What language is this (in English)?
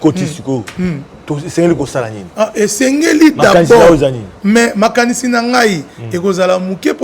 Lingala